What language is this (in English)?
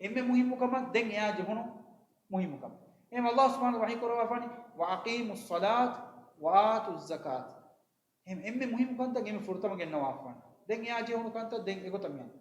Divehi